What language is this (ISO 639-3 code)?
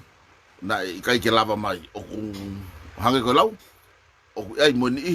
ton